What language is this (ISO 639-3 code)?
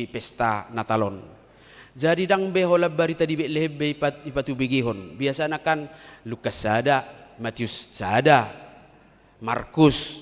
bbc